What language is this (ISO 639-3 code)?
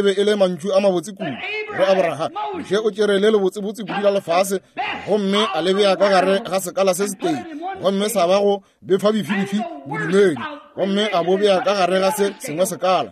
nso